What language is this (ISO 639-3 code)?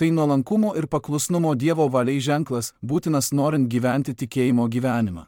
lit